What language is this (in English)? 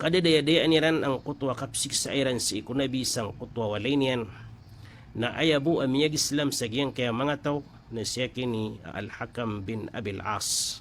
Maranao